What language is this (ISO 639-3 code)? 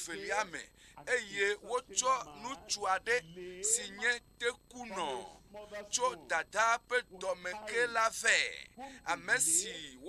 ewe